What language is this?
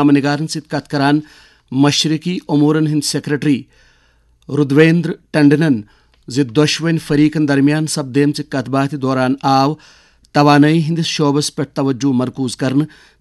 Kashmiri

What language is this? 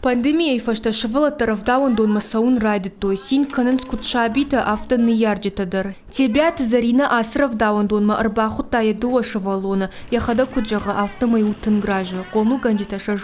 Ossetic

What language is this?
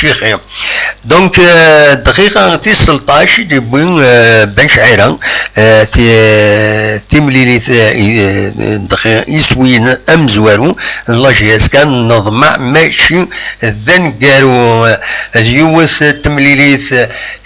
Kabyle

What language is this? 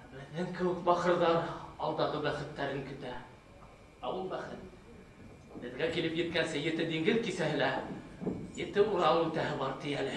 Bashkir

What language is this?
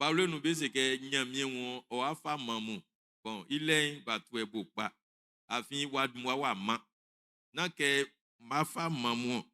Baoulé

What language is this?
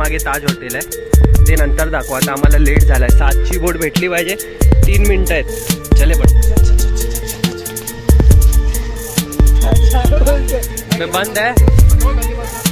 Marathi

